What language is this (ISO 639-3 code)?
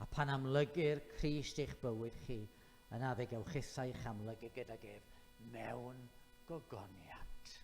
cym